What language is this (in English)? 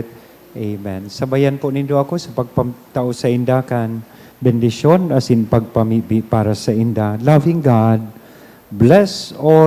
Bikol